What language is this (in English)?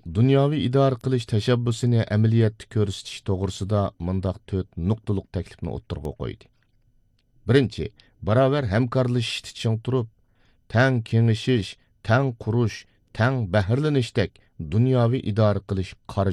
Uyghur